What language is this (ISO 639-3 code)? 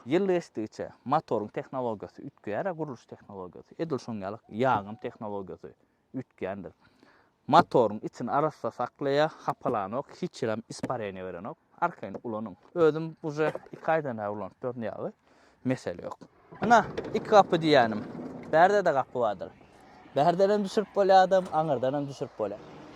tuk